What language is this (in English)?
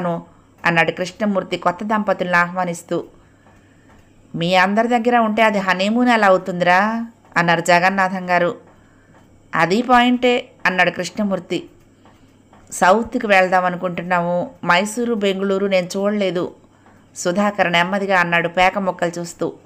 Telugu